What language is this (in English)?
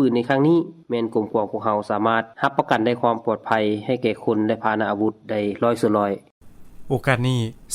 Lao